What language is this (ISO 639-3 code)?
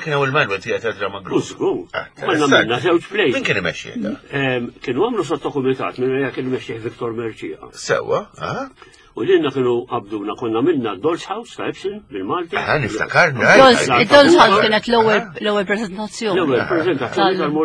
mlt